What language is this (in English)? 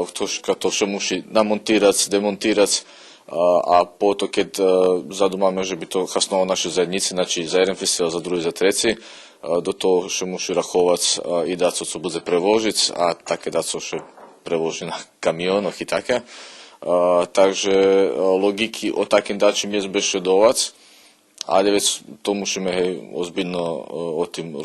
Rusyn